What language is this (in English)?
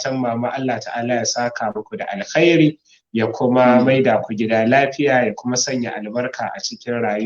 Hausa